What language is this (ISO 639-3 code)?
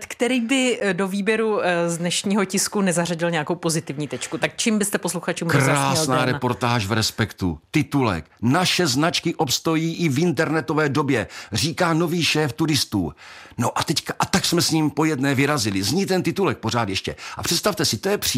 ces